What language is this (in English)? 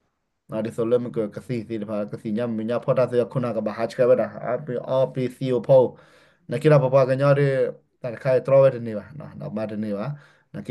S'gaw Karen